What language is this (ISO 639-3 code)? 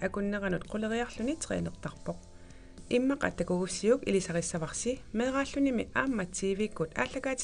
kal